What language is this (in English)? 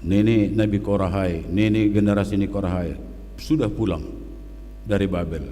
Batak Simalungun